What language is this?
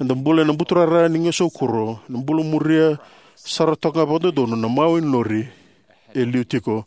Fijian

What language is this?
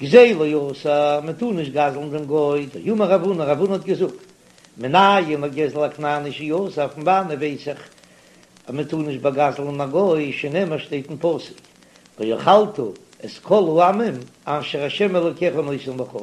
Yiddish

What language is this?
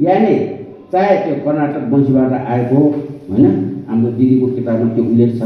Nepali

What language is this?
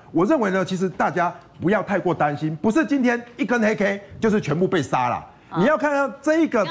Chinese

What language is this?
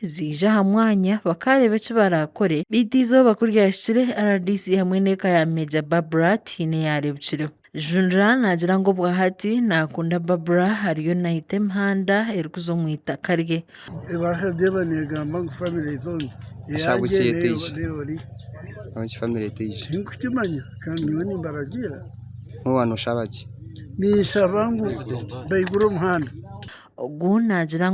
Nyankole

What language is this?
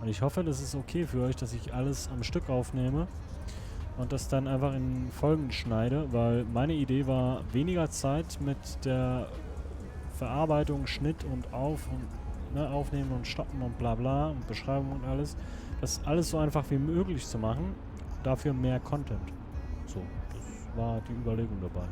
Swiss German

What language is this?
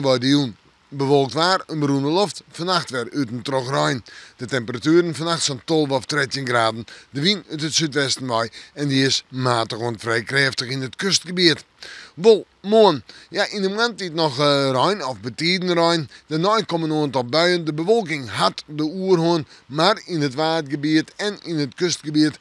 Western Frisian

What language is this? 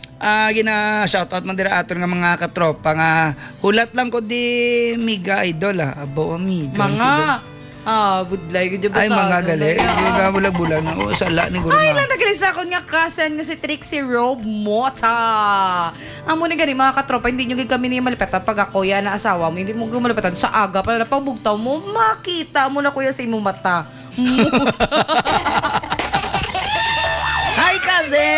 Hiligaynon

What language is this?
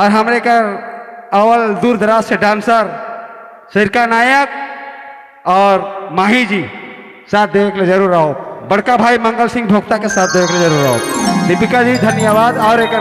Sadri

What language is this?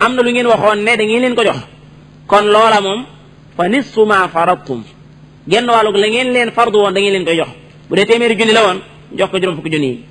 Wolof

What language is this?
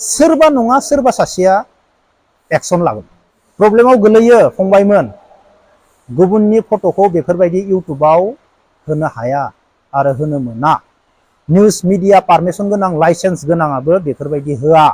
Bodo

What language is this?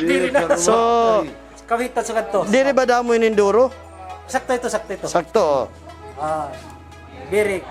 Waray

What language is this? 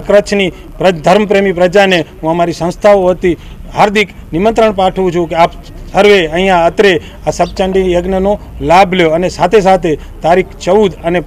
Gujarati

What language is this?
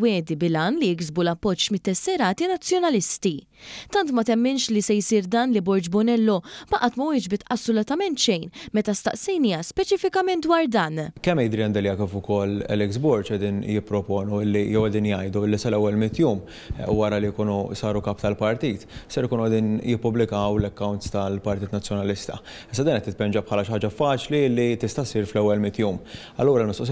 Maltese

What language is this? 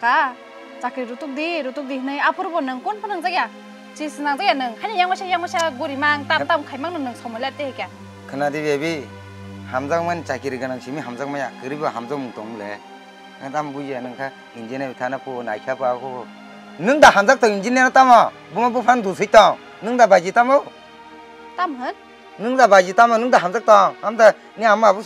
Kok Borok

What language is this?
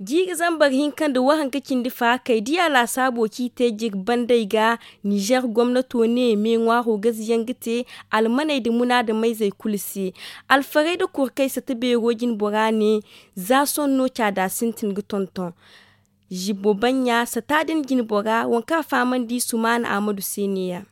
Zarma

